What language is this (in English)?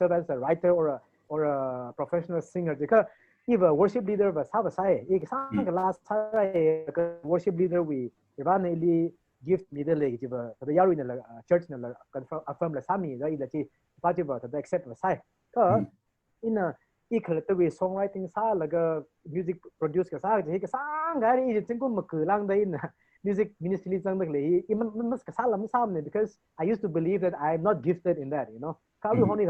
Tangkhul Naga (India)